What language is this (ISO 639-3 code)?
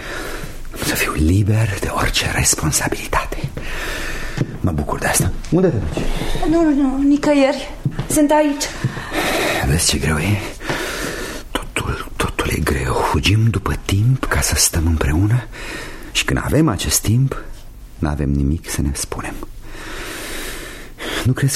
ron